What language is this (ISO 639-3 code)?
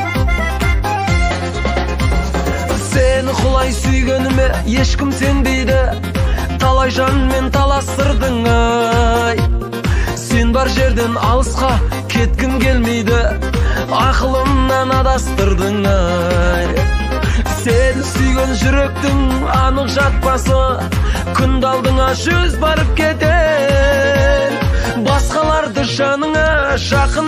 kaz